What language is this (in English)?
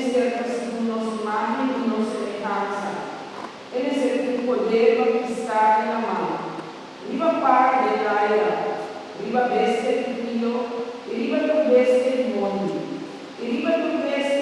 Papiamento